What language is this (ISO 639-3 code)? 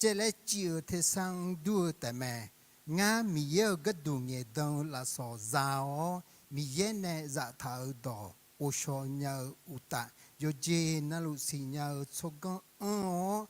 ahk